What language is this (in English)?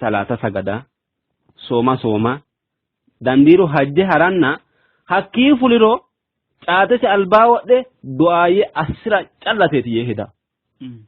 Sidamo